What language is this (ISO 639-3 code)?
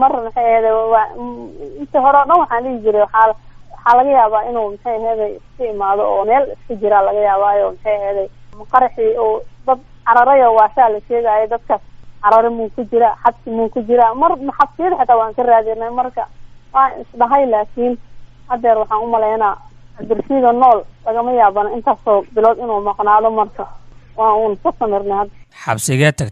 som